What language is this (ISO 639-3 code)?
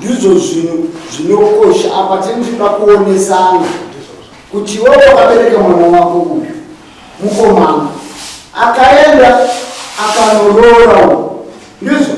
sna